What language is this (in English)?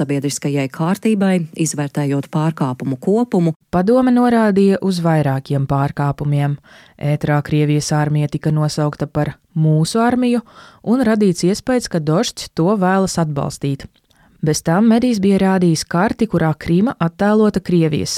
Latvian